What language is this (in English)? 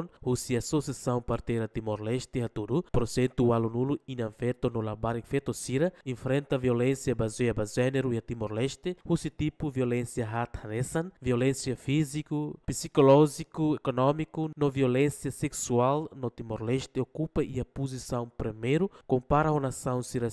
Tetum